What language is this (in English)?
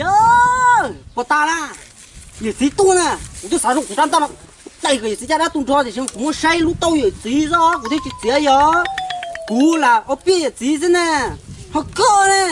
Hmong